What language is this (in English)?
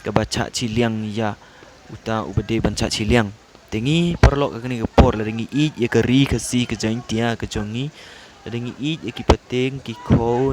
Khasi